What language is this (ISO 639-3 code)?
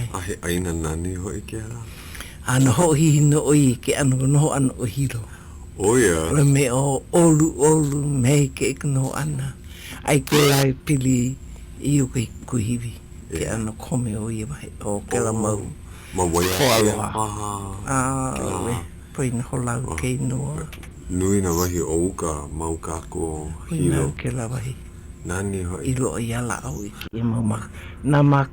haw